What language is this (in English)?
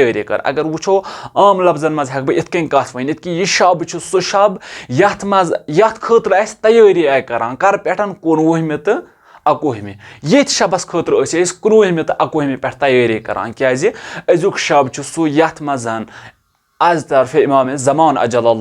Kashmiri